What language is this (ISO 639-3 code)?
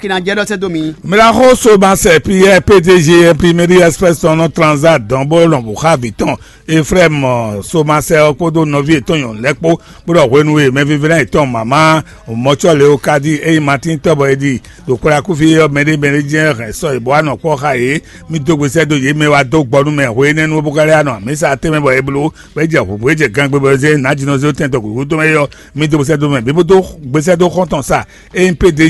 fon